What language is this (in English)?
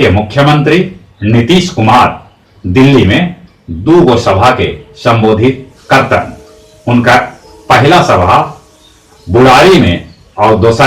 Magahi